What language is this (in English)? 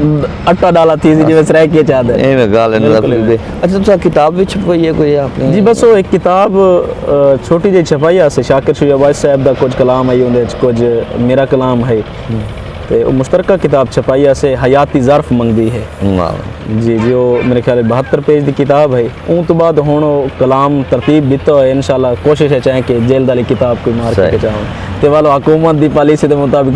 Saraiki